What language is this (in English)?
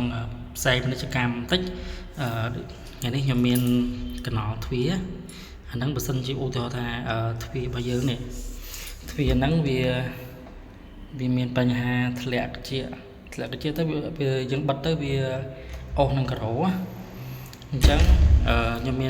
Khmer